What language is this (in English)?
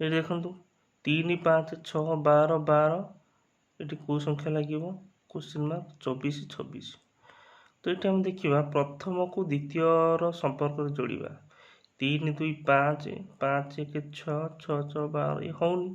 Odia